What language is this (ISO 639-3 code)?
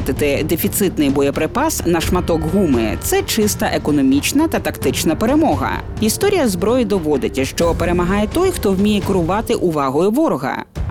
ukr